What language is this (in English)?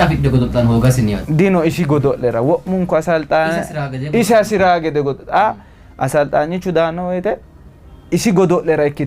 Sidamo